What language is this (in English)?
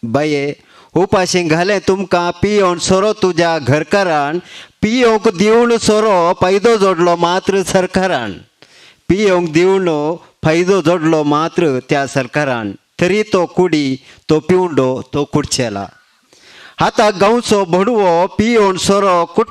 Konkani